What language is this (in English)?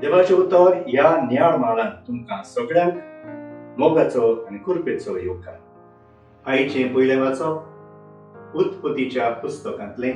Konkani